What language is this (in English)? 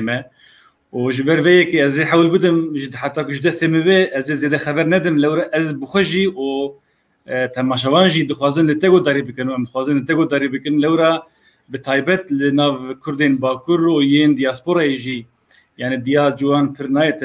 Kurdish